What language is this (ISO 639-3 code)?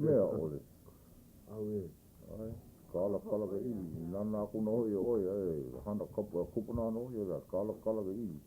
haw